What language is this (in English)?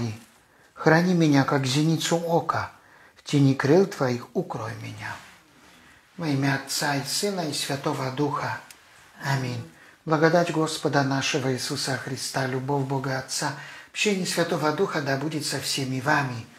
Russian